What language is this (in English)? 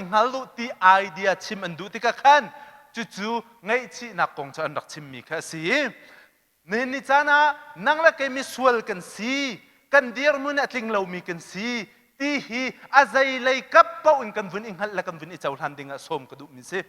Hakha Chin